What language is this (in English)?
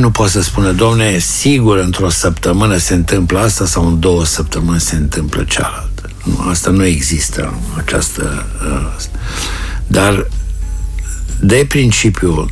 Romanian